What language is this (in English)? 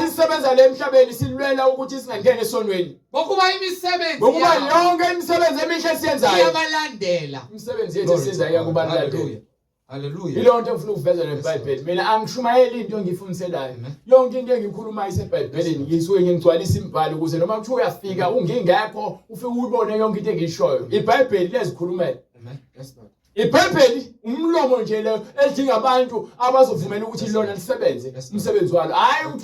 Zulu